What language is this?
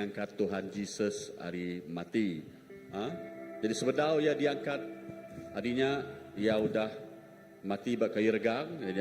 Iban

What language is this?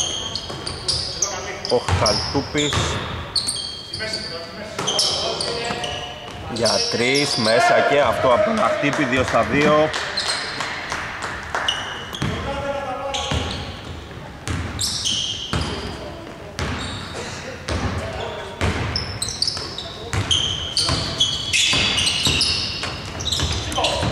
Greek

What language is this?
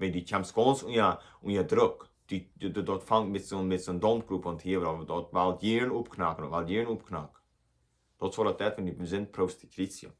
Plautdietsch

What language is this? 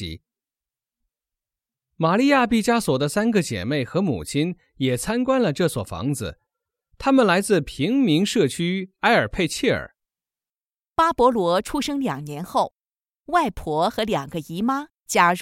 Chinese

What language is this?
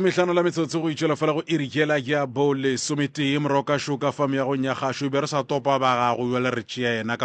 Northern Sotho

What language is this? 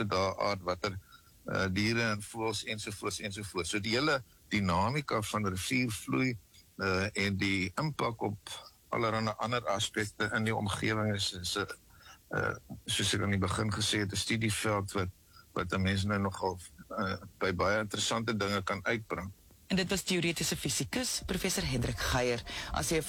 Afrikaans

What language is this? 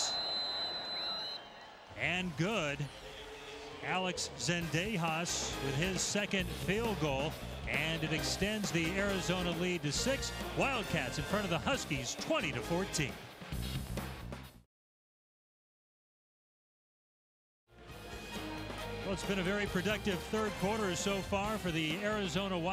English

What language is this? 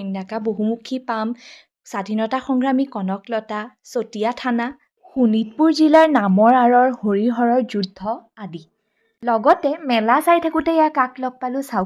Assamese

